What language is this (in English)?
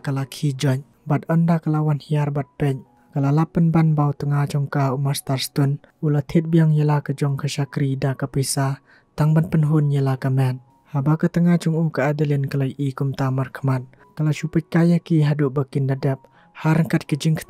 Khasi